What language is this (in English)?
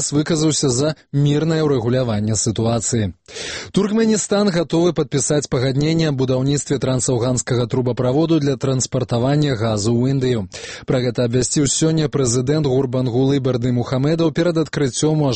Belarusian